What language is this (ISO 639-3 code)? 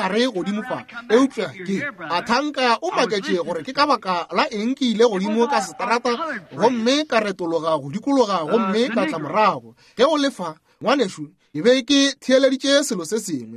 nso